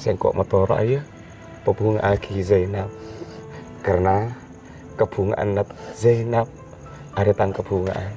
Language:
Madurese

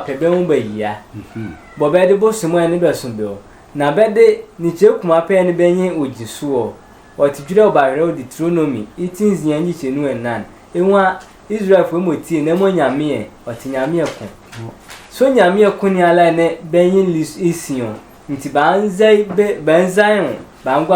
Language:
Sehwi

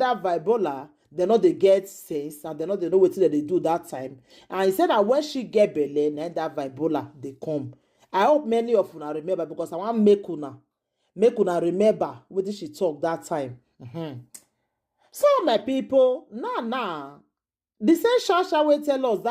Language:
Nigerian Pidgin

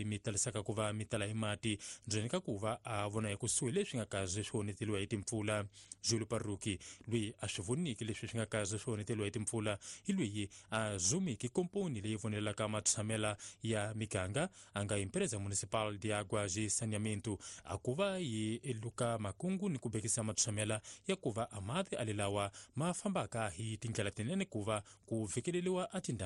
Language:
Tsonga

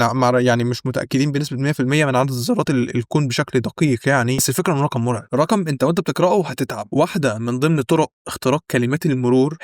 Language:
Egyptian Arabic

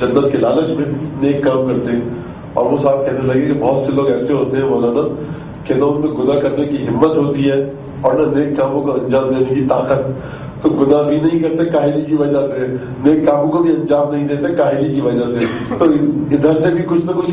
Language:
Urdu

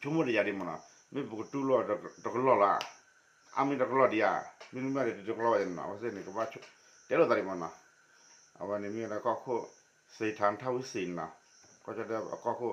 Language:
S'gaw Karen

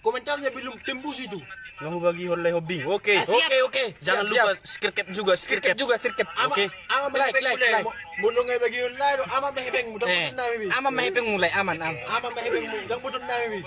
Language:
Batak Toba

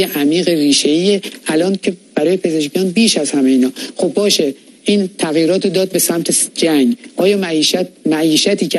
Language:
Persian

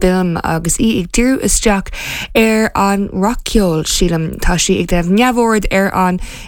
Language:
Irish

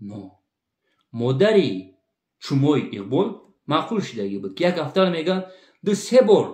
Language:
Tajik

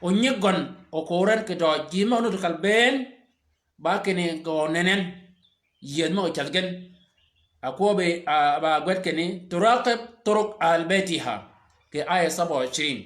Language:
Shilluk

